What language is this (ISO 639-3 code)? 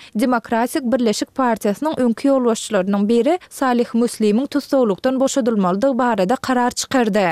tuk